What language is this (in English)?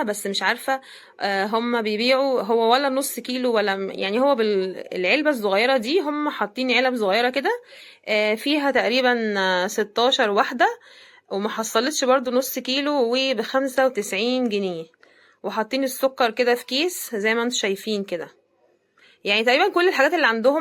Egyptian Arabic